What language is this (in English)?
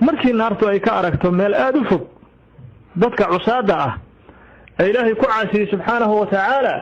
Somali